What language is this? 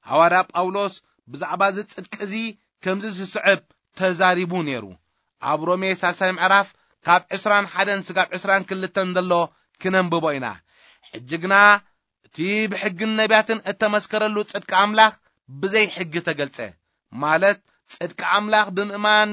Tigrinya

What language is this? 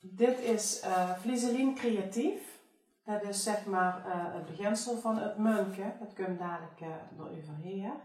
Limburgish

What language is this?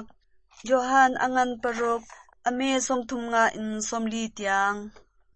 Hakha Chin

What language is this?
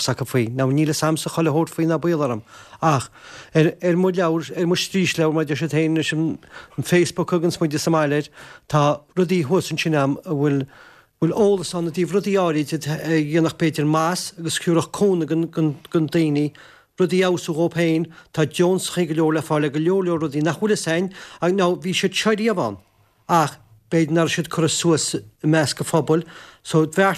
Irish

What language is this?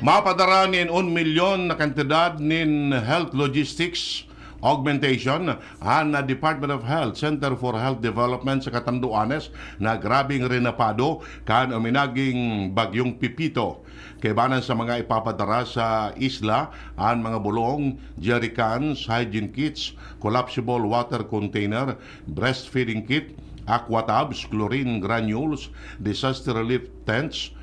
Bikol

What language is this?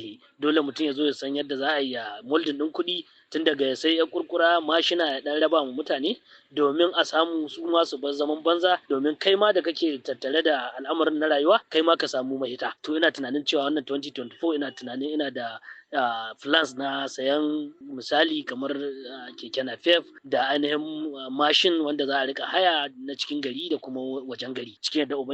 Hausa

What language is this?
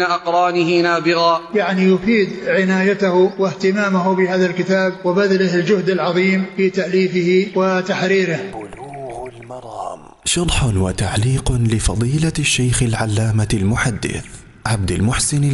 Arabic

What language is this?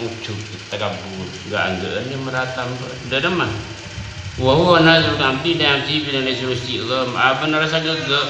Madurese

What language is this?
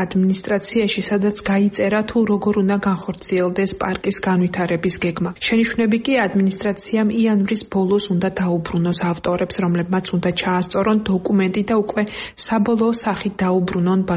Georgian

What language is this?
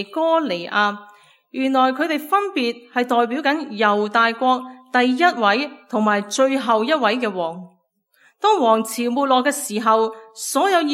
Cantonese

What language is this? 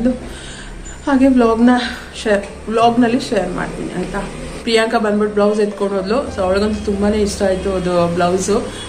Kannada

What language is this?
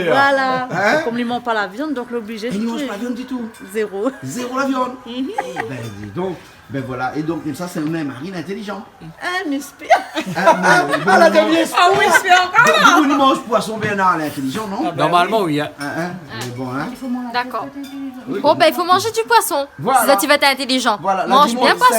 Réunion Creole French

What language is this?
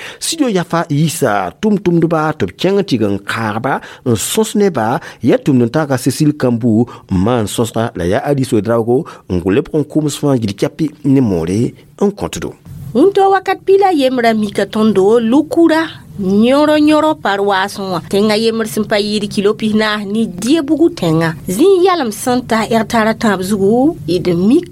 Mossi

